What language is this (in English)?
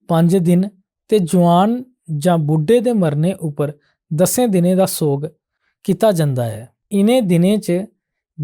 Dogri